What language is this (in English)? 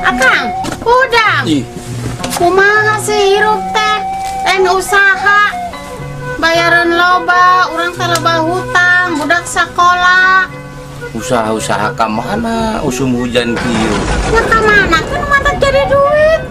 Sundanese